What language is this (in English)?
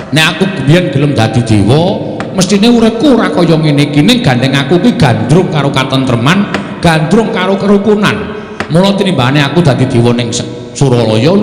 Javanese